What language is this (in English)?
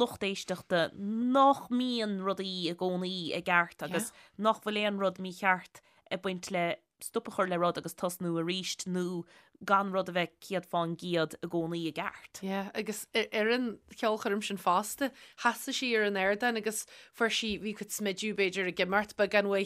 Irish